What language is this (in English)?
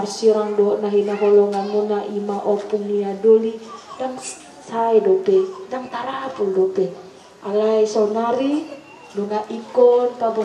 Batak Toba